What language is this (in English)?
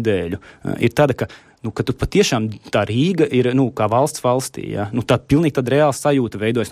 Latvian